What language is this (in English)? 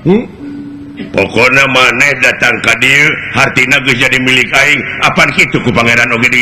Sundanese